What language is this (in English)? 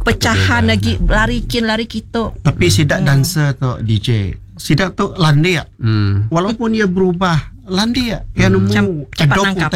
Iban